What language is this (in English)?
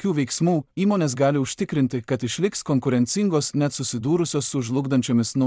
Lithuanian